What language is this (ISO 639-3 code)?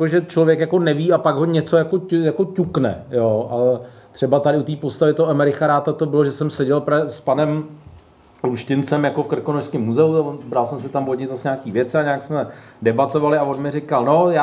ces